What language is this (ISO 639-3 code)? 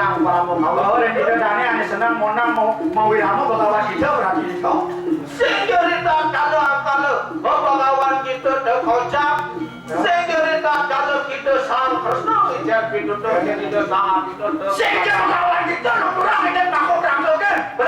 ban